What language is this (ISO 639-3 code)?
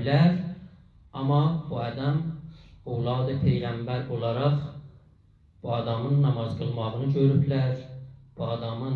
azb